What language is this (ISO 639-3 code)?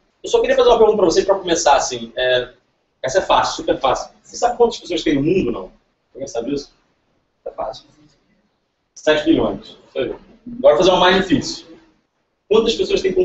por